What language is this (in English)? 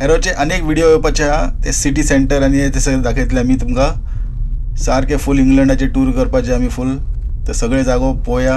Konkani